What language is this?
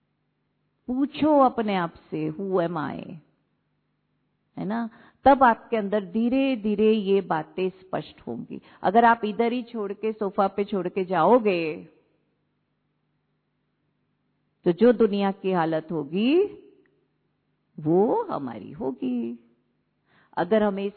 Hindi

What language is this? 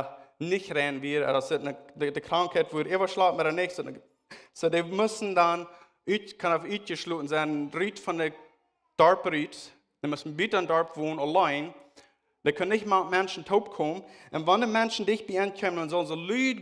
Plautdietsch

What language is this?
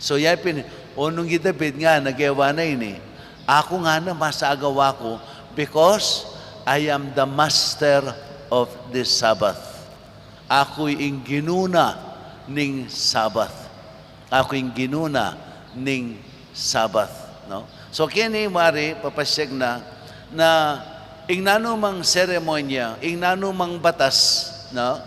Pampanga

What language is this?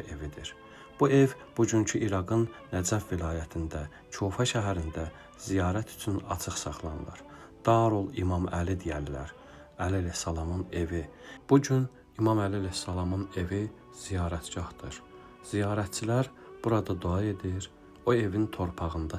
Azerbaijani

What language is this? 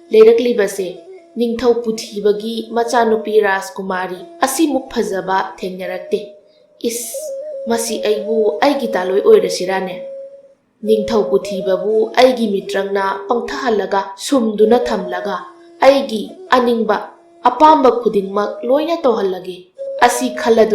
Manipuri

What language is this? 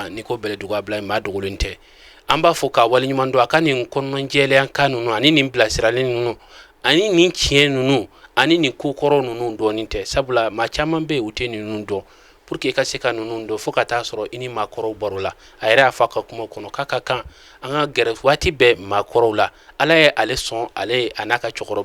Bambara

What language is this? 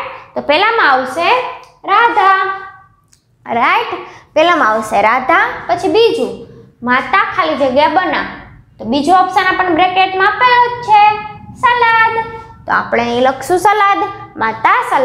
Gujarati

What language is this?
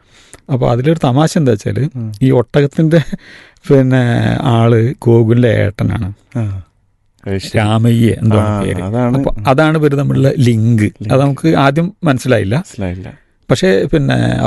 Malayalam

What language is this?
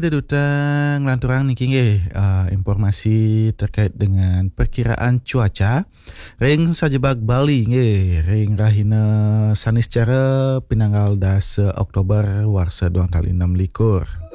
Balinese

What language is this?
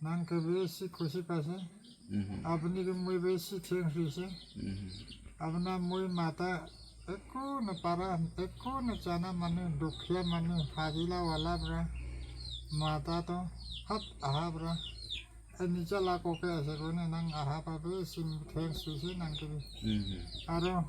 Naga Pidgin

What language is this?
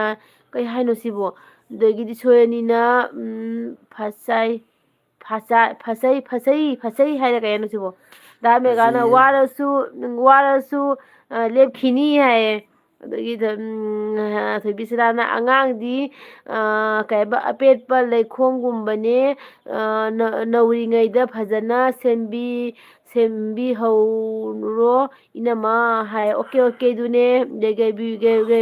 Manipuri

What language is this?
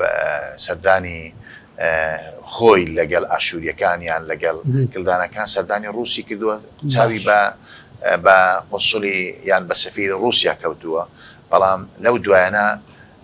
Central Kurdish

